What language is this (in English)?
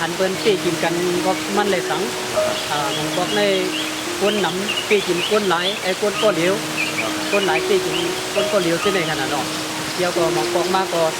Shan